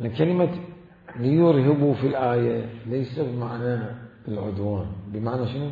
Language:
Mesopotamian Arabic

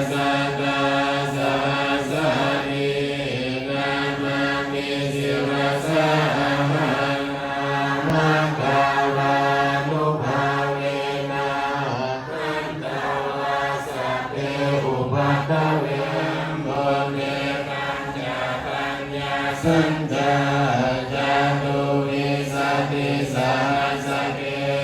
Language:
Pali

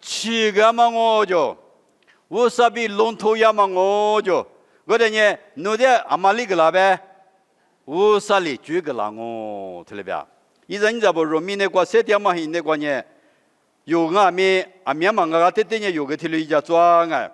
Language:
Lisu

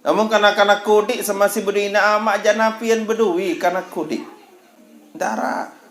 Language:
Sasak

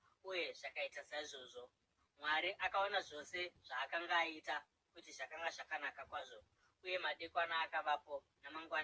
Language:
Shona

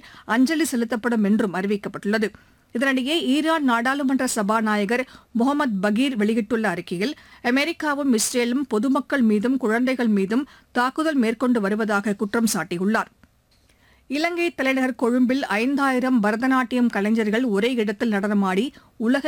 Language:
Tamil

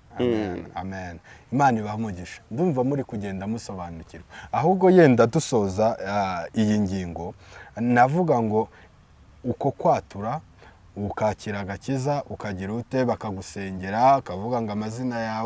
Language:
Kinyarwanda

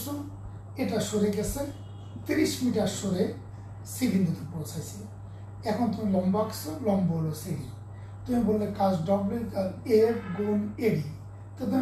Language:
Bangla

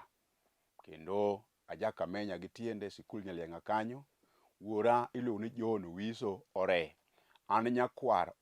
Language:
Luo (Kenya and Tanzania)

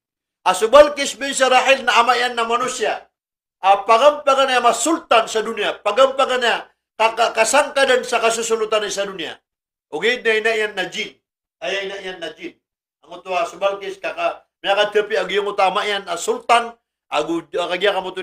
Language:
Maranao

